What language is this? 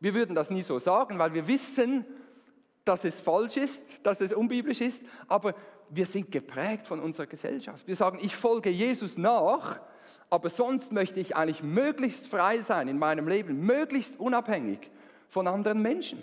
Swiss German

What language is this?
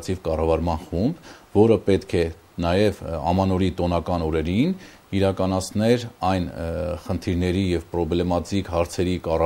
Armenian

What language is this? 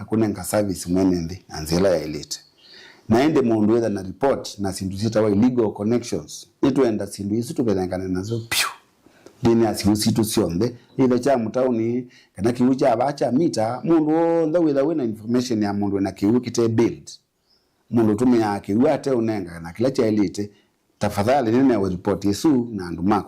Kamba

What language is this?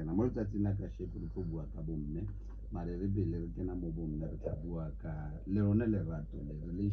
Tswana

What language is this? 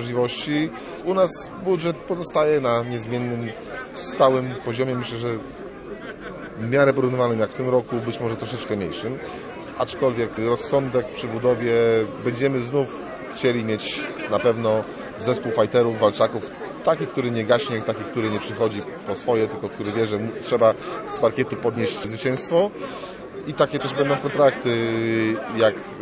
Polish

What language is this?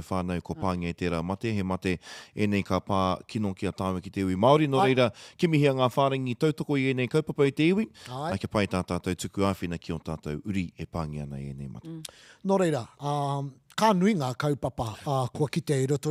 Māori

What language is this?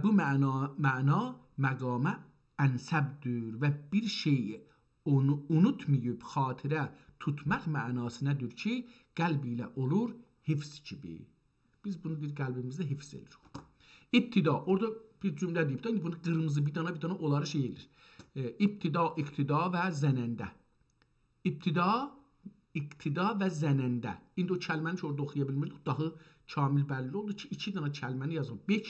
South Azerbaijani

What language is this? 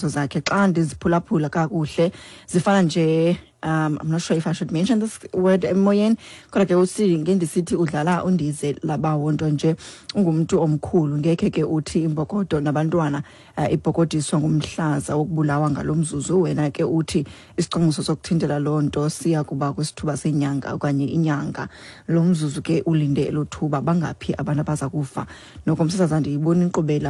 Xhosa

